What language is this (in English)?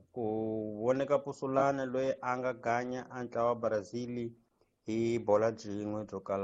Tsonga